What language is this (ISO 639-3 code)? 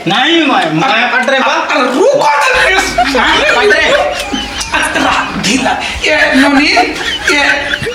hne